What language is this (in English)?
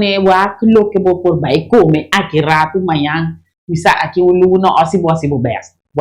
Papiamento